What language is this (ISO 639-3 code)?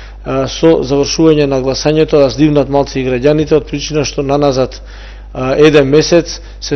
mkd